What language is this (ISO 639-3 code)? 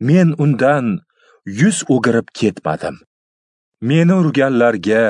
uzb